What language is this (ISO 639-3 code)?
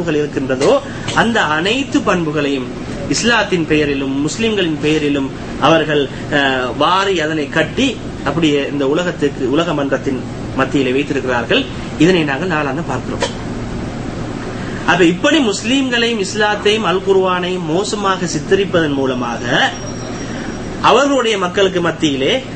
tam